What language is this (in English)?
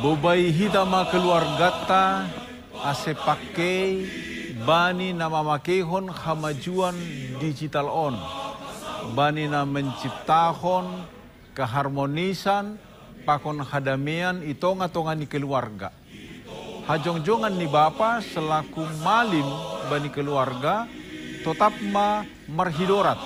Batak Simalungun